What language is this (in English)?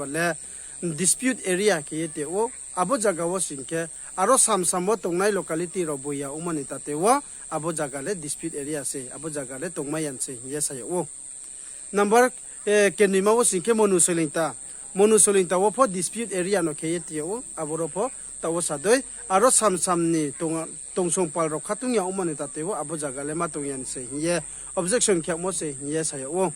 Riang (India)